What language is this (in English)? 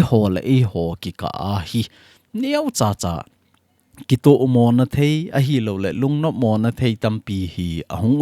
Thado Chin